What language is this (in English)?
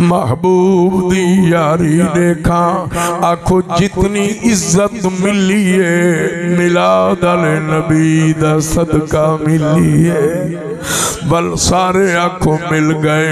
Saraiki